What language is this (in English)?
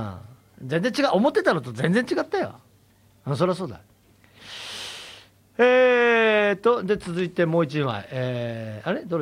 Japanese